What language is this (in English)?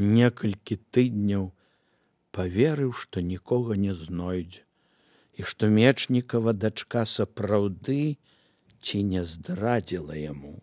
Belarusian